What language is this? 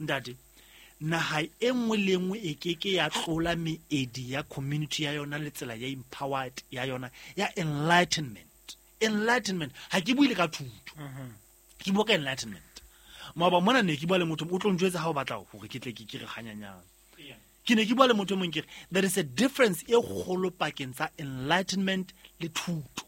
Southern Sotho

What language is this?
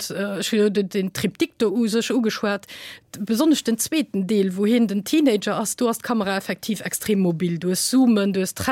Luxembourgish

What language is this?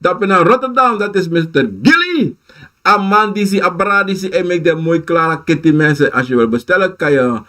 Sranan Tongo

